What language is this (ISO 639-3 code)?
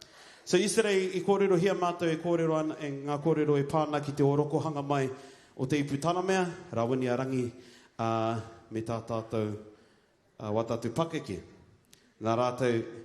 mri